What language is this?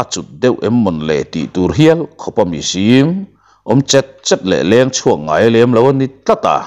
Mizo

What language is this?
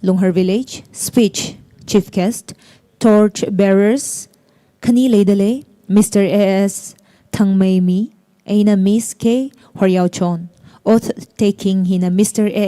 Tangkhul Naga (India)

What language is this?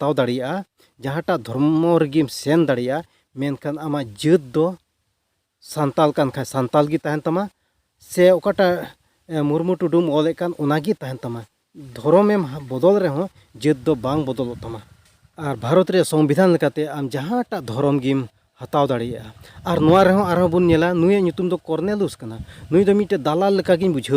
Santali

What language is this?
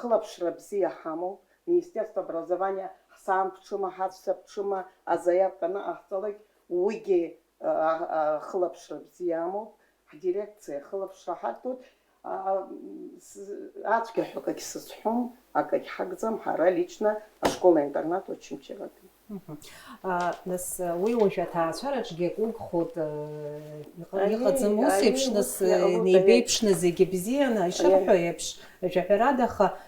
Abkhazian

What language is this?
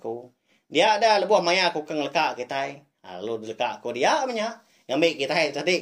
Iban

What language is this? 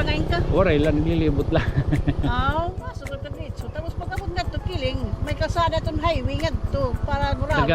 Waray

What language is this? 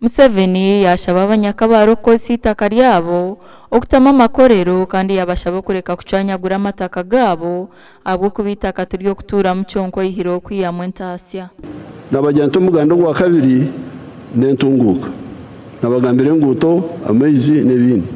Nyankole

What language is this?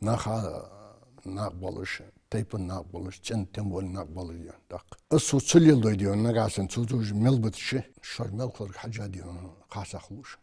Ingush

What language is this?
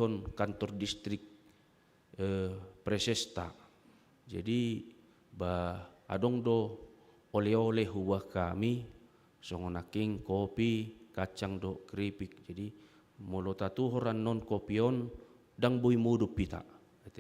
Batak Toba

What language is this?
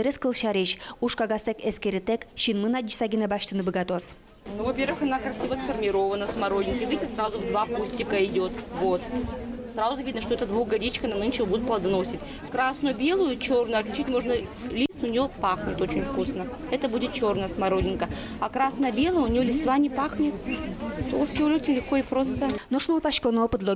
Udmurt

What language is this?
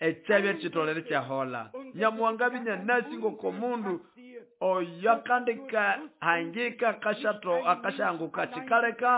Nande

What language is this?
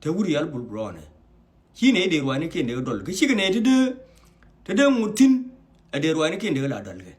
Nuer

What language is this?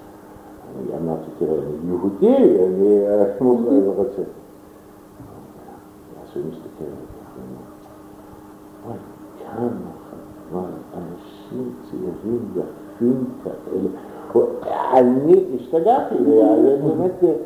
Hebrew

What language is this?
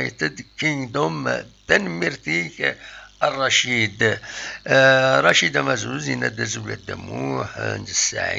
Kabyle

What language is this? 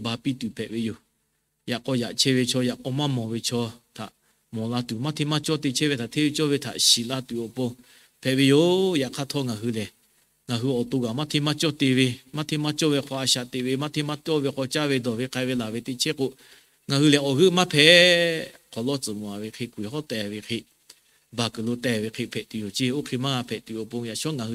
Lahu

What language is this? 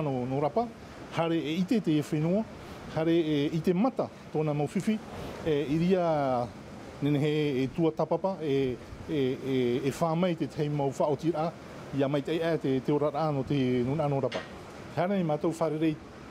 Tahitian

